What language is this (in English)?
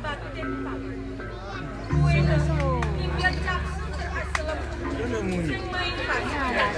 Balinese